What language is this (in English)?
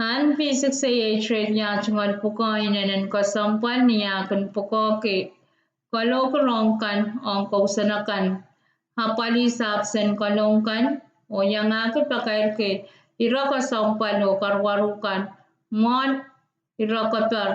Pohnpeian